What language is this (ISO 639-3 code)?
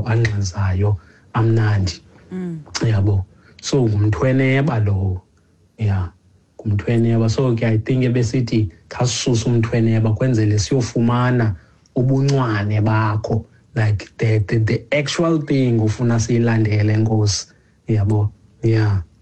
xho